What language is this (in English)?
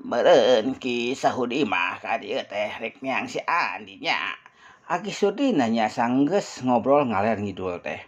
Sundanese